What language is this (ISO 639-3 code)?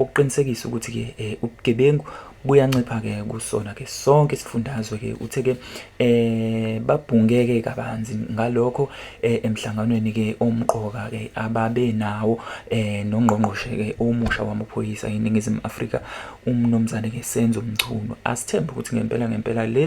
zul